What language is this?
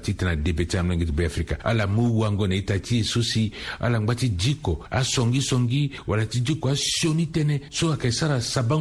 Sango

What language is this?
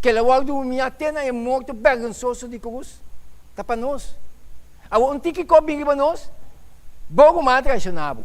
Papiamento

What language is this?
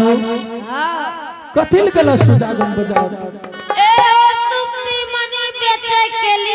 Angika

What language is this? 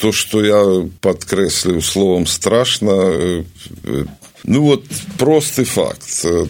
Belarusian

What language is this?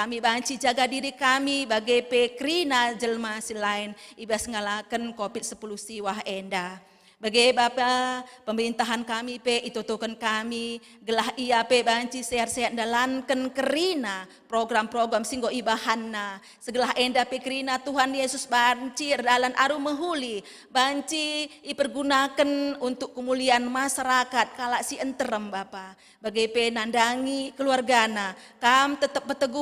Batak Karo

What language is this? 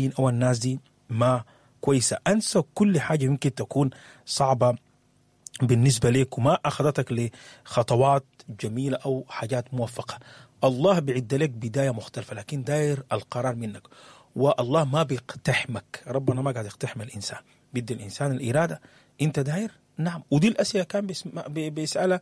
Sudanese Arabic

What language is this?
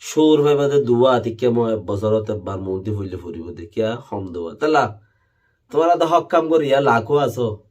Rohingya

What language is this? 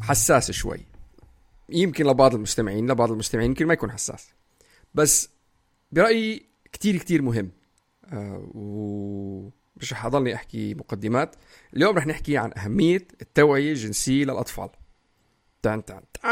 North Levantine Arabic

